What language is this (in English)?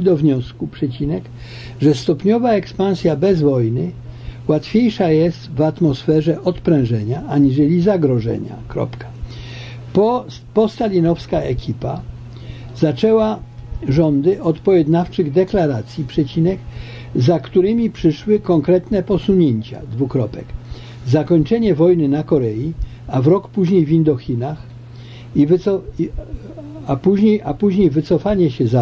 Polish